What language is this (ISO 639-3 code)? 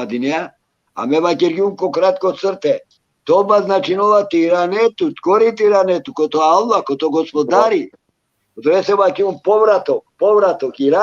rmn